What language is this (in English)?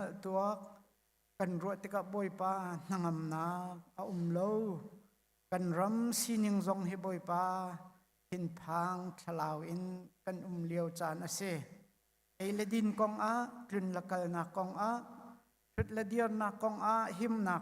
Hakha Chin